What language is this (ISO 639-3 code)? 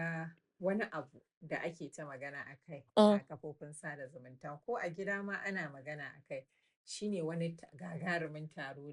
hau